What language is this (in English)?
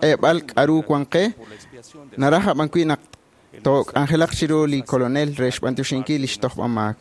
Kekchí